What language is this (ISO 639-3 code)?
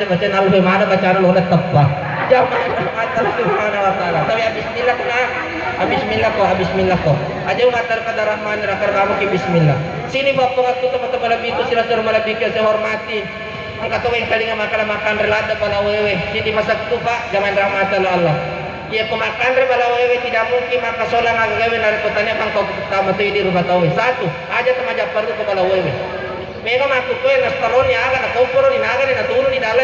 bug